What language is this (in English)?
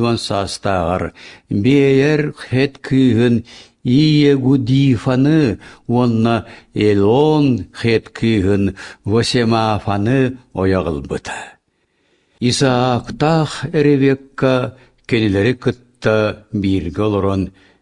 Yakut